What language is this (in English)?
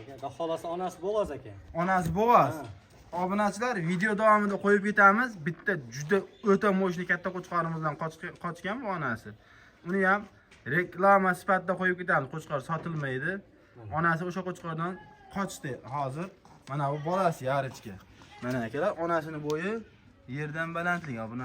Uzbek